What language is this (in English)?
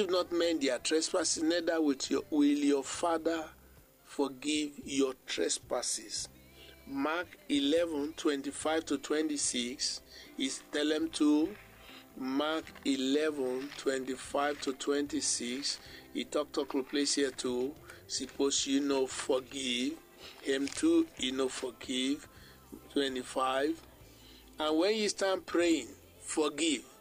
Bislama